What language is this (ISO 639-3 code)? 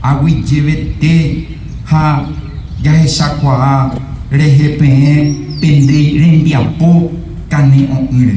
grn